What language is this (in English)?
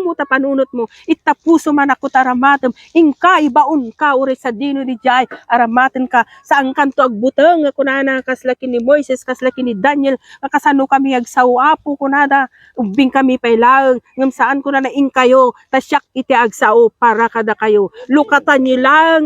Iloko